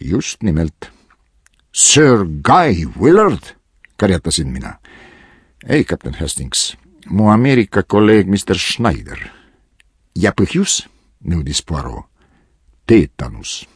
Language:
Estonian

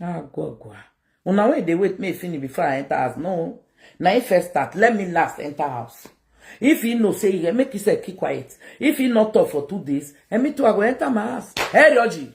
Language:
Nigerian Pidgin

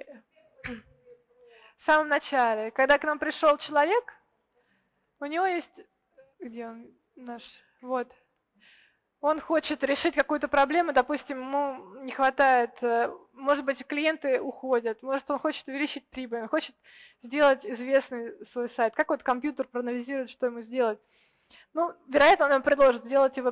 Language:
Russian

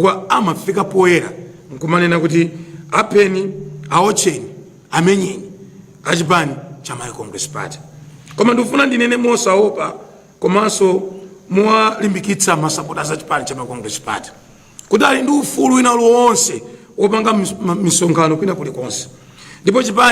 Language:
Nyanja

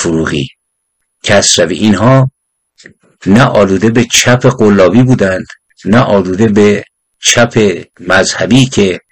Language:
Persian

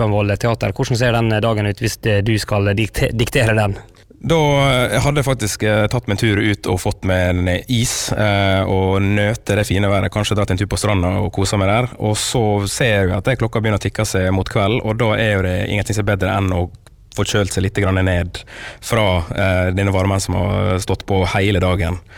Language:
Norwegian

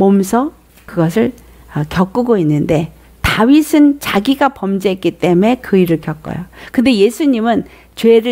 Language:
Korean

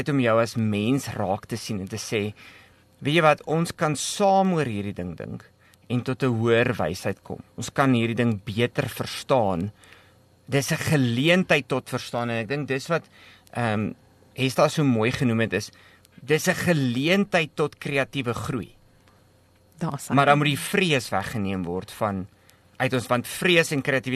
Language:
Afrikaans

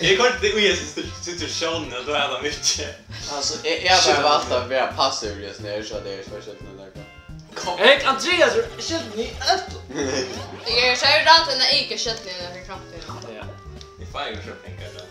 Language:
Faroese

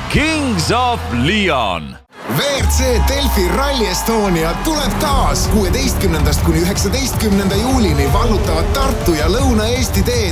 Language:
Estonian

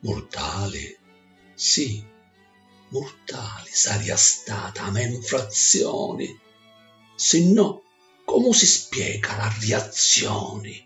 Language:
Sicilian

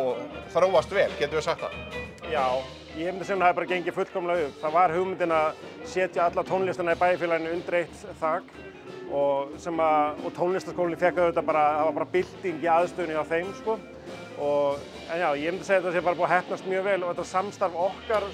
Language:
Icelandic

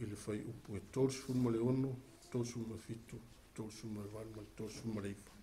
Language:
Samoan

